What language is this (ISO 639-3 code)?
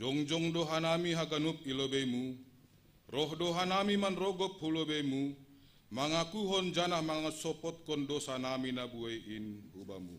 bts